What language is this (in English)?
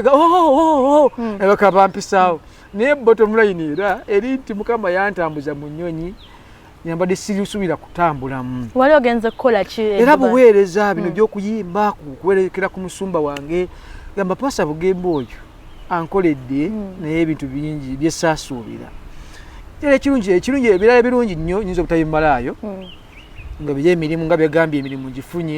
Ganda